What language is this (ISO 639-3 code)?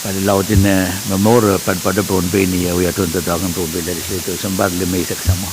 pon